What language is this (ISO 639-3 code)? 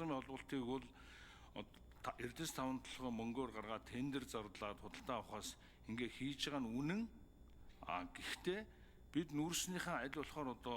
mon